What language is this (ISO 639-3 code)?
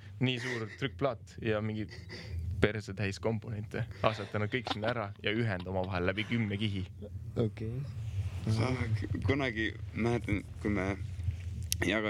est